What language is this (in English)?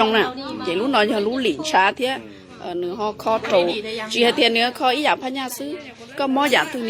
Hmong